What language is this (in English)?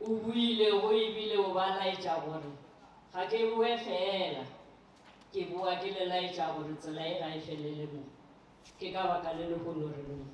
Northern Sotho